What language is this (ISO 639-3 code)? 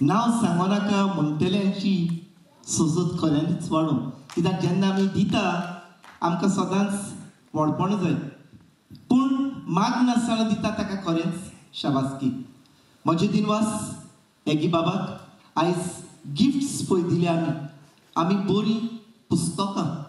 kok